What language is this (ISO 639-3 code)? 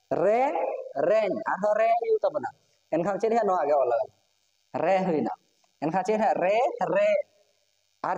sat